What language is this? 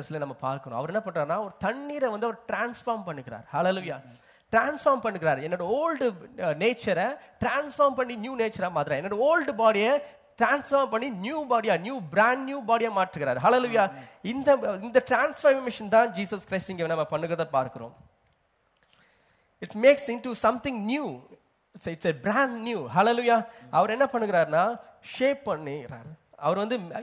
Tamil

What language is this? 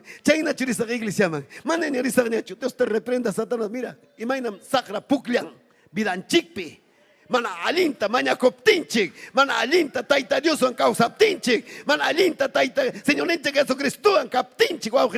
Ayacucho Quechua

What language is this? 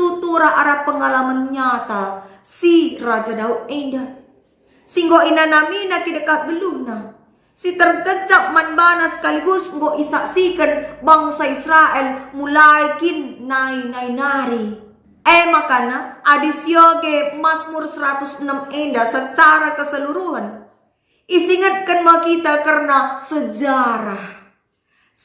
Batak Karo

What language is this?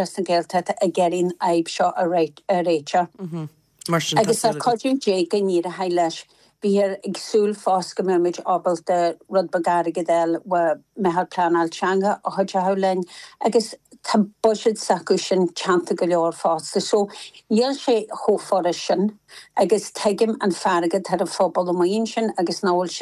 Irish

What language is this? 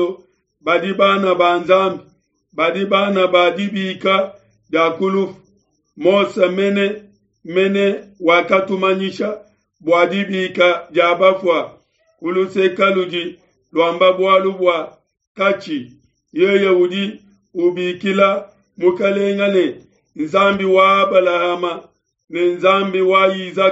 Luba-Lulua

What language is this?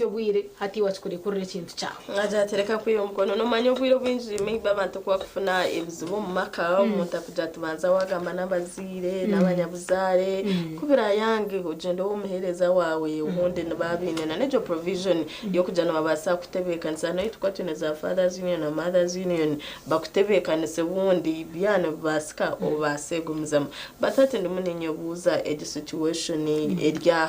Nyankole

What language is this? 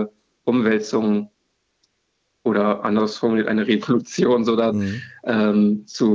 German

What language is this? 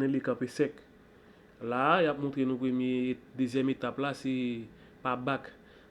Haitian Creole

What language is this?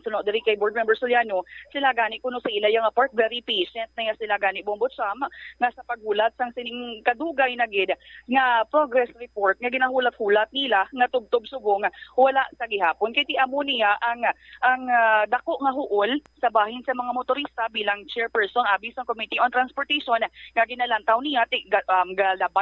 Hiligaynon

